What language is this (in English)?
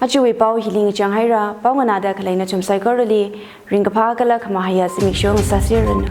Tangkhul Naga (India)